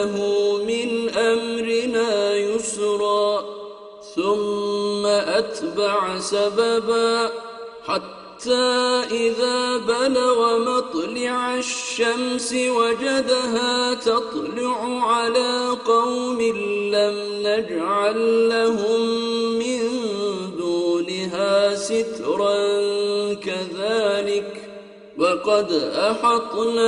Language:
Arabic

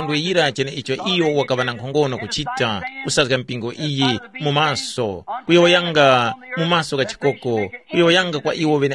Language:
Tumbuka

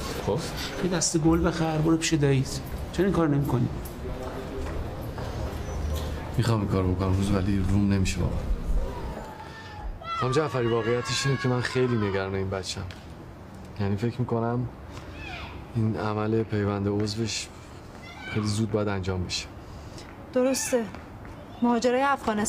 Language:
Persian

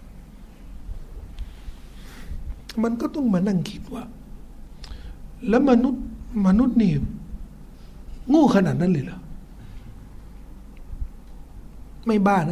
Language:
Thai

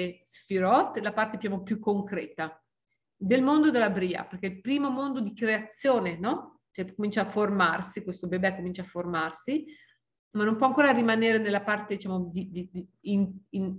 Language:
Italian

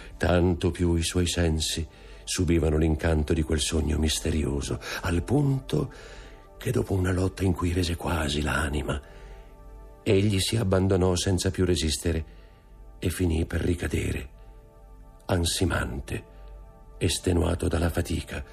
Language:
Italian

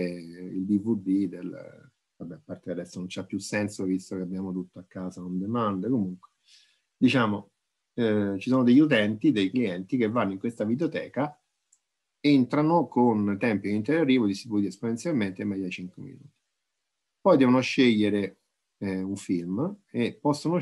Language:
Italian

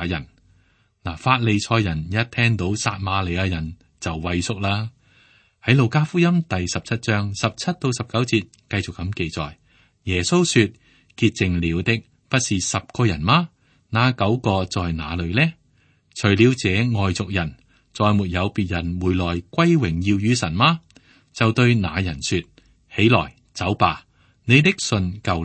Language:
Cantonese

